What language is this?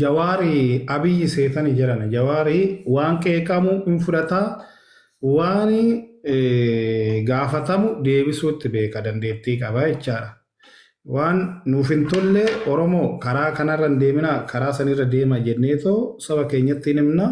Oromo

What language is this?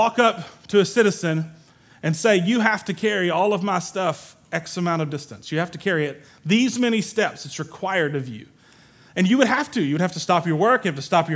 English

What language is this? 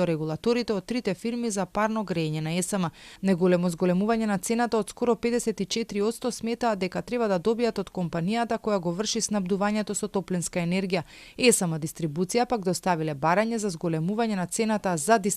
Macedonian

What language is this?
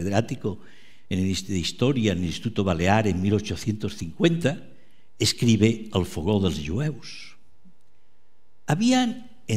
Catalan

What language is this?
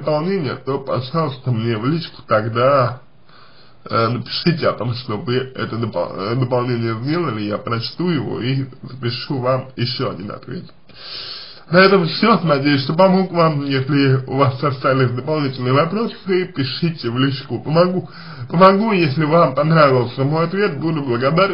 Russian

